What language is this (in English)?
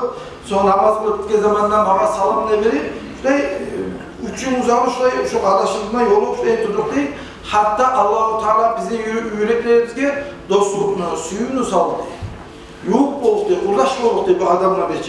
Kumyk